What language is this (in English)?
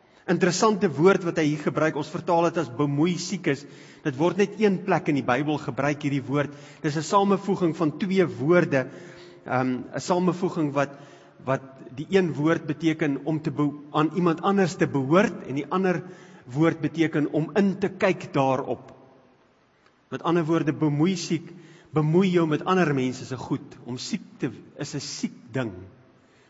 Afrikaans